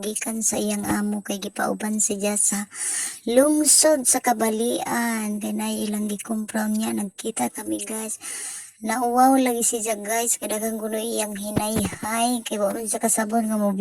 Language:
Cebuano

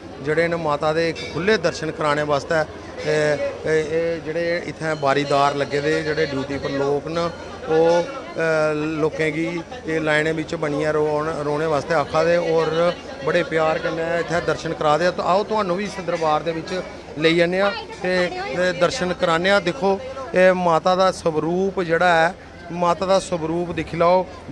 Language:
Dogri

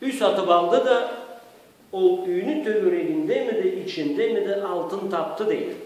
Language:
Karachay-Balkar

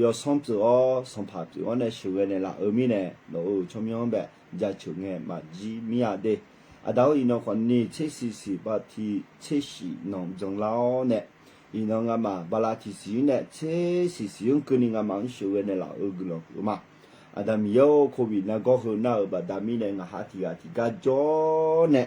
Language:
Akha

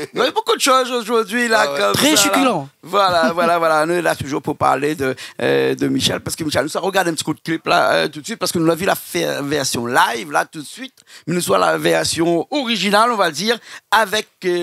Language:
Réunion Creole French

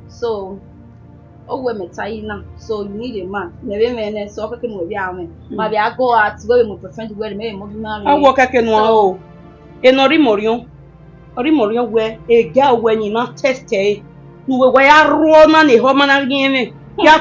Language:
Bini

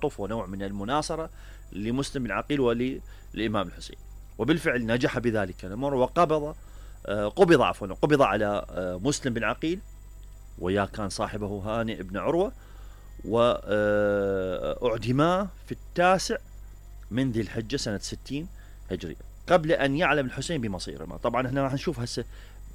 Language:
Mesopotamian Arabic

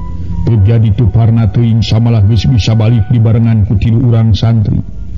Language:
Sundanese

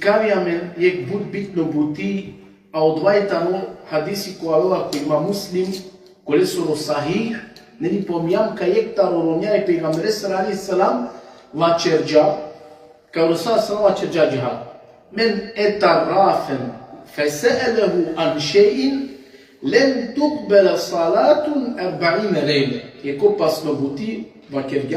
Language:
Balkan Romani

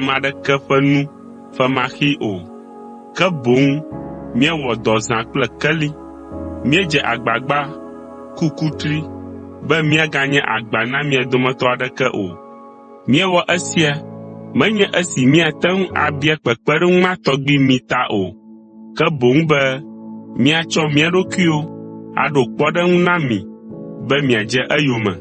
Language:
Ewe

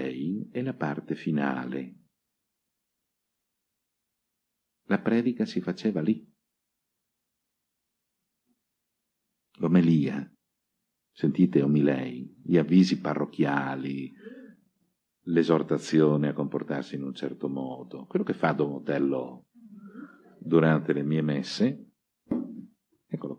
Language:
Italian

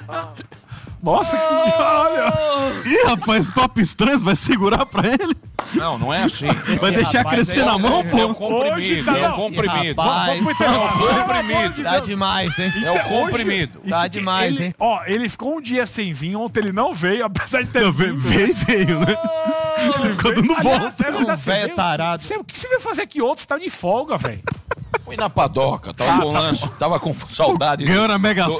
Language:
Portuguese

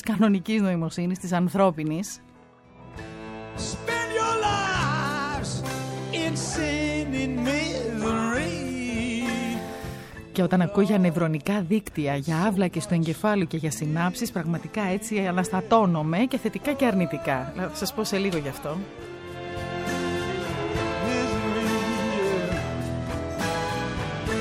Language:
Greek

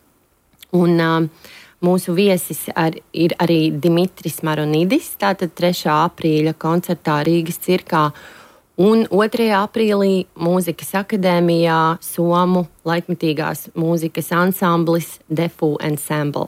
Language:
Latvian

